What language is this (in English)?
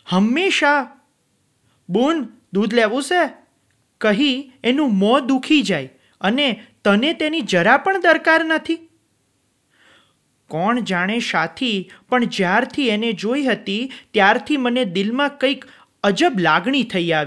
Gujarati